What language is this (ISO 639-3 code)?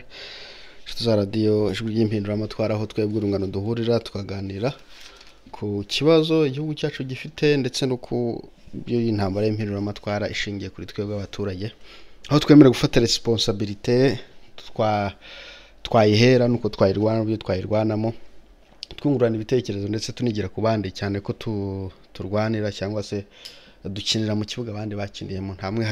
kin